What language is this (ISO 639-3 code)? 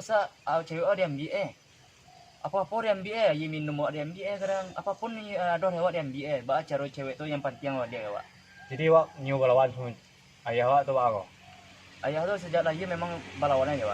min